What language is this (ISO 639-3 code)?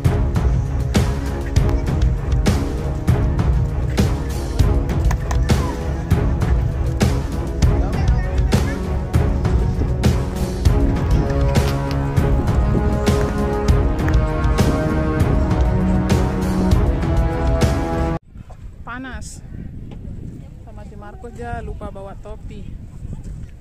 ind